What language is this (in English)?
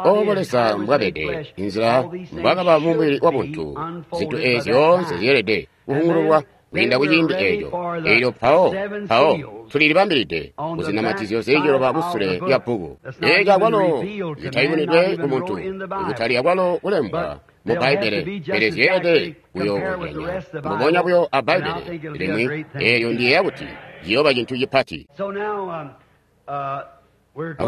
Tonga (Zambia)